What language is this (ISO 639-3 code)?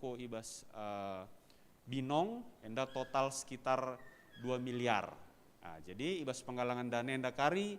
btx